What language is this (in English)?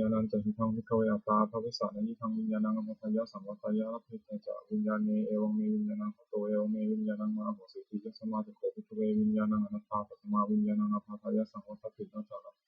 Pali